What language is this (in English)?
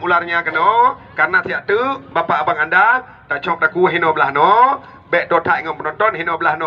Achinese